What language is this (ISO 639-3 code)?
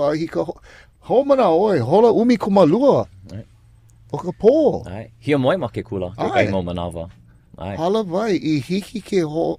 haw